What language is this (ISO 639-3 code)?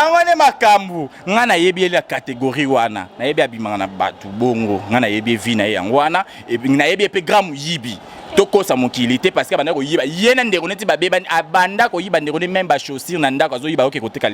lin